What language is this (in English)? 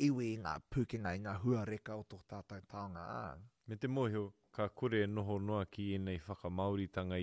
Māori